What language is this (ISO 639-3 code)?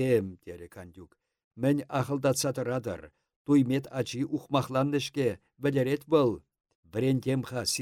chv